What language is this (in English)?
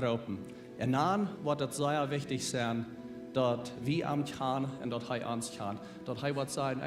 Plautdietsch